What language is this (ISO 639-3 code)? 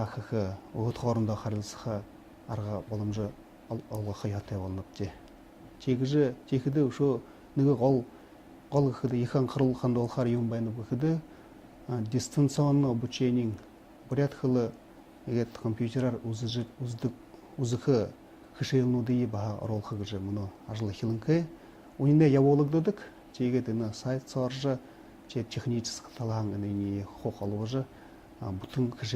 bua